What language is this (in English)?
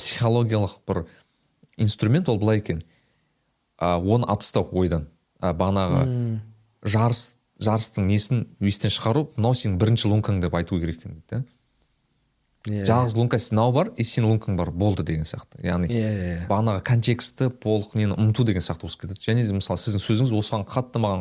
Kazakh